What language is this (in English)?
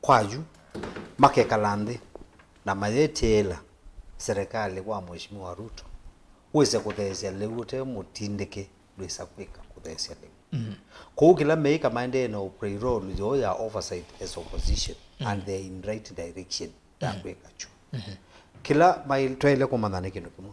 Kamba